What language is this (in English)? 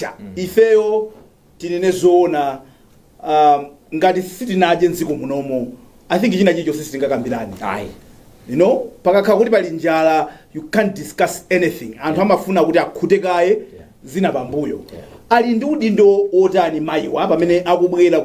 Nyanja